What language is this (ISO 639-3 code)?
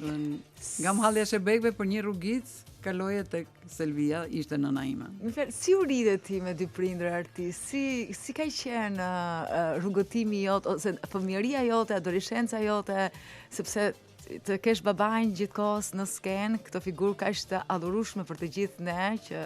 sqi